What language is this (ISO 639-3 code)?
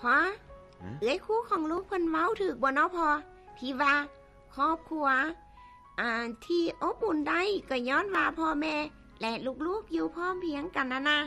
lao